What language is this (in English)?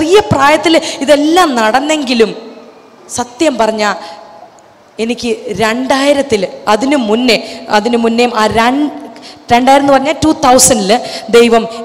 Malayalam